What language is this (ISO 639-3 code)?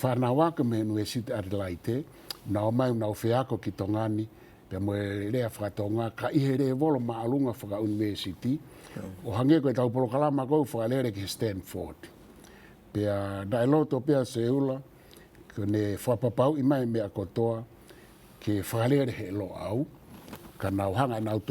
ton